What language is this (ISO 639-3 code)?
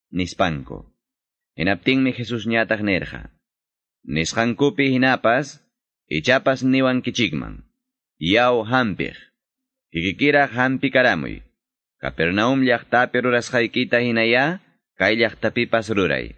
que